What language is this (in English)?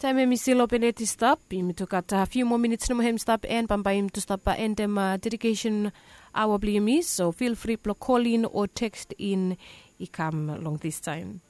Bislama